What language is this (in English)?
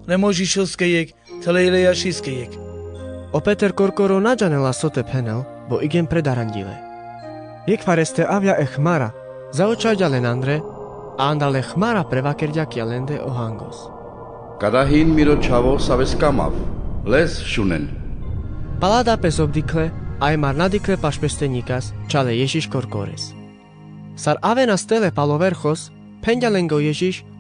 Carpathian Romani